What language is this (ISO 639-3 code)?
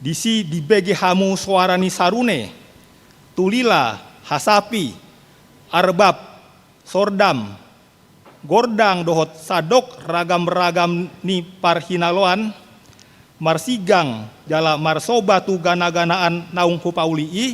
bbc